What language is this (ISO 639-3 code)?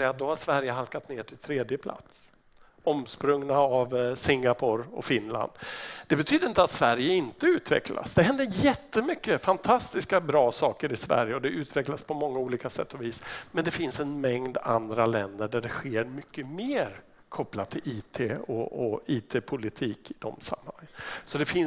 swe